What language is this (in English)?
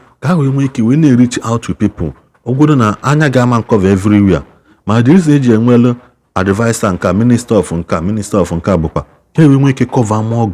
Igbo